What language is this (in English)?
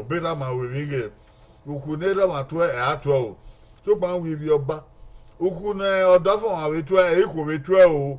Bini